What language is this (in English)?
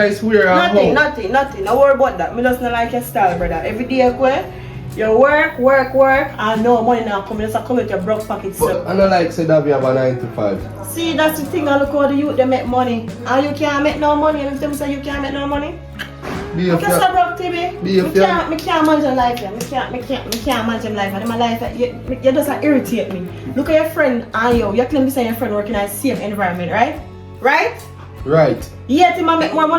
Jamaican Creole English